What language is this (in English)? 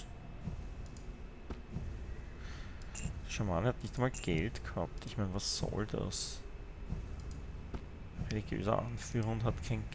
German